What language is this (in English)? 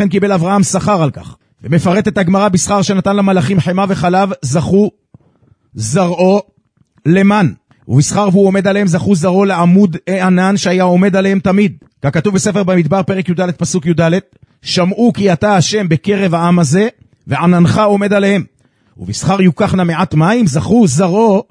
Hebrew